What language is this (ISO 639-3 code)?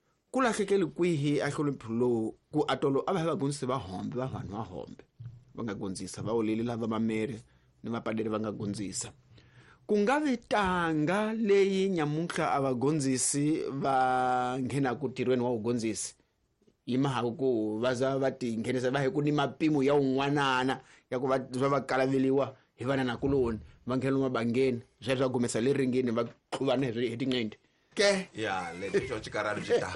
tso